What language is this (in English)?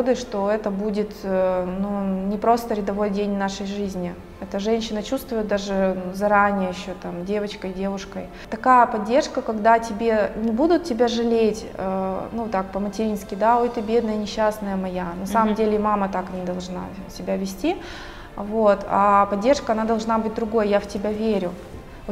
Russian